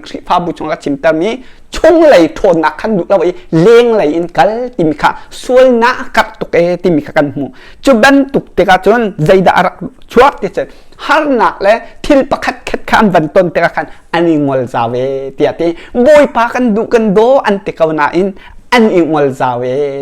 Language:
Hakha Chin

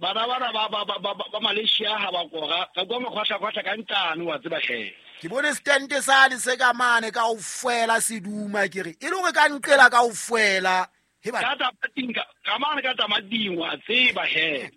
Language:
Southern Sotho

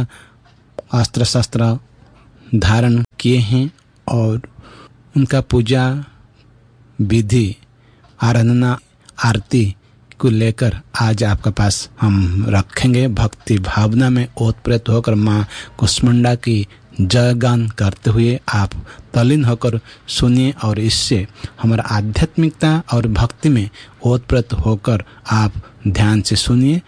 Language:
Hindi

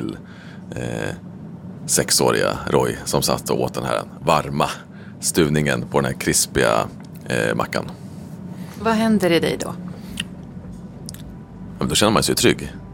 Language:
Swedish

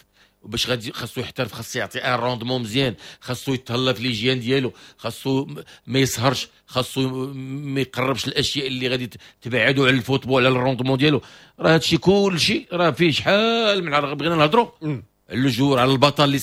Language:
Moroccan Arabic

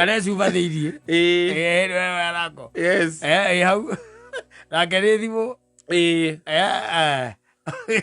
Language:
Kikuyu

